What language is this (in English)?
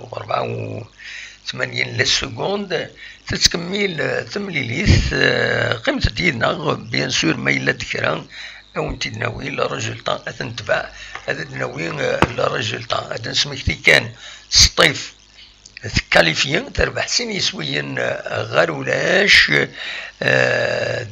Kabyle